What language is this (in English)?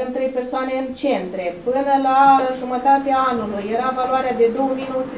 Romanian